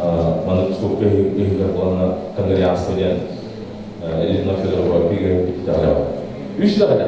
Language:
Yakut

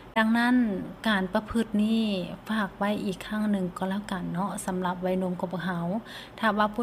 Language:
Lao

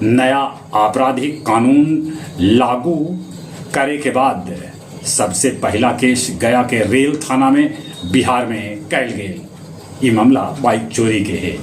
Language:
Magahi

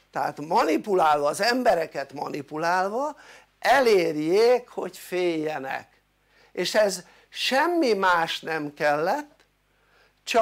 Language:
Hungarian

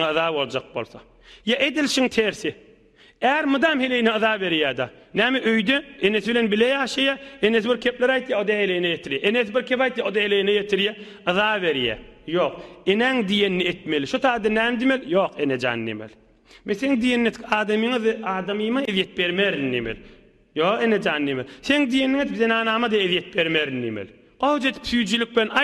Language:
Turkmen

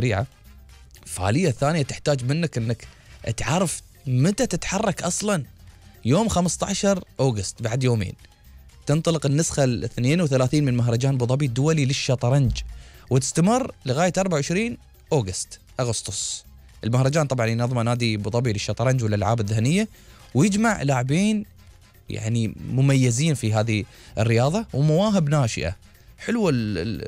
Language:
Gulf Arabic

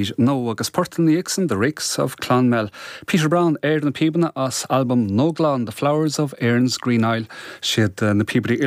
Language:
Irish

